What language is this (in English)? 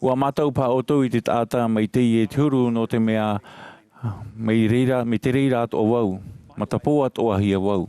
Tahitian